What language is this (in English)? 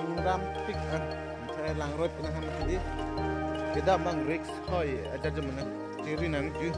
Karbi